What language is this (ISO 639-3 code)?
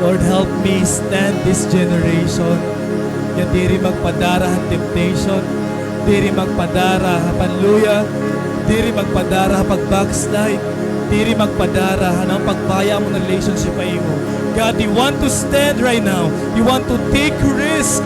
war